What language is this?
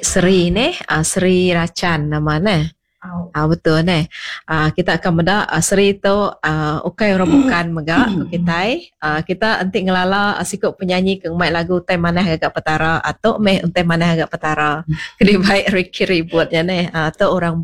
Iban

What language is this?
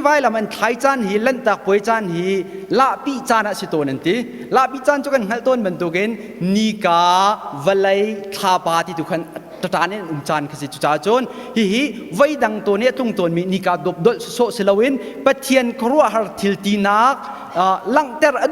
Hakha Chin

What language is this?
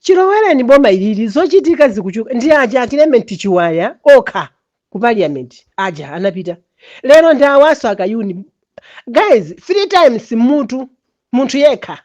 Nyanja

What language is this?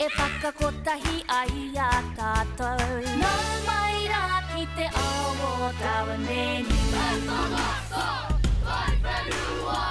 Māori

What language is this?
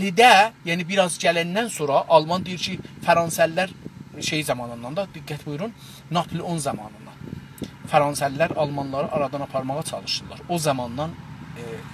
South Azerbaijani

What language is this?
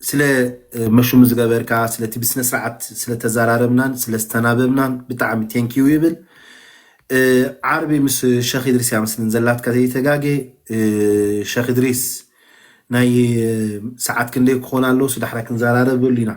Tigrinya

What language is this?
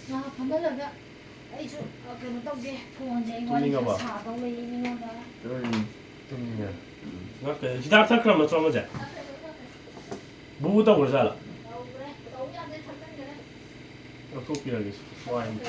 Manipuri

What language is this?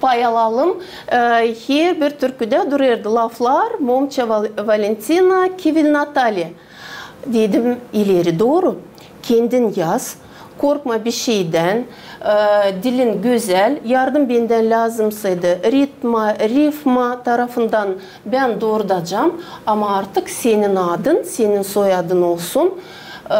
Gagauz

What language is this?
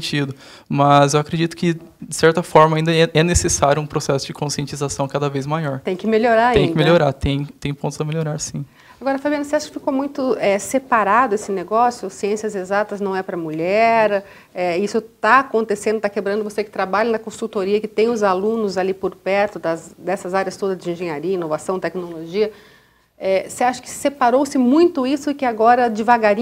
Portuguese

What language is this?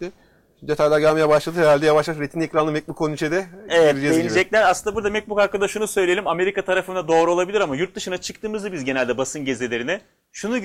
Turkish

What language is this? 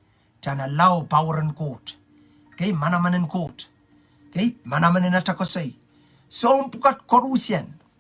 Pohnpeian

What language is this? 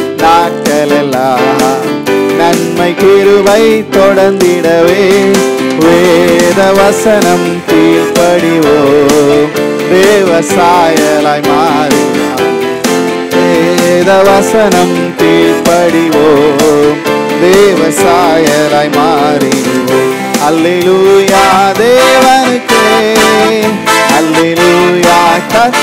Tamil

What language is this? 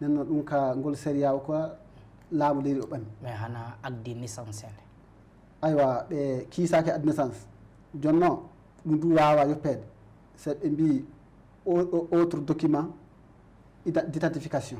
Fula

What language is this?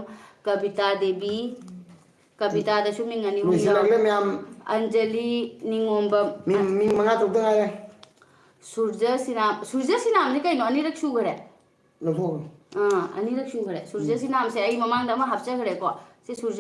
Manipuri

